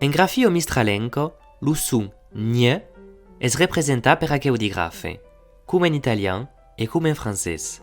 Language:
Occitan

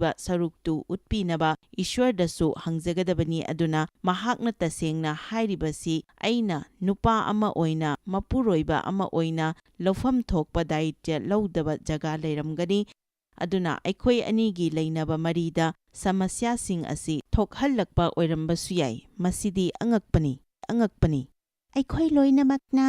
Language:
Manipuri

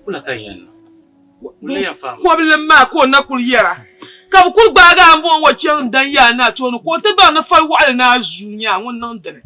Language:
Dagbani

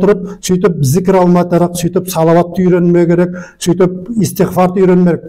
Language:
Nogai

